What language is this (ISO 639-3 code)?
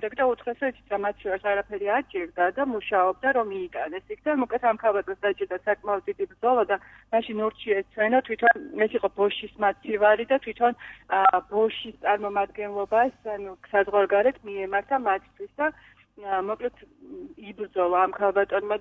kat